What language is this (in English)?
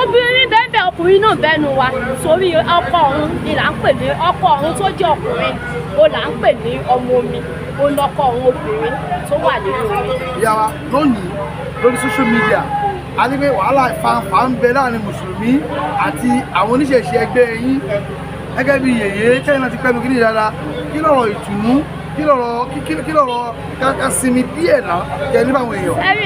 Yoruba